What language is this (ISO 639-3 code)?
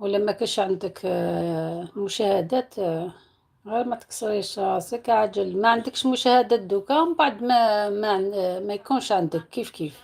arq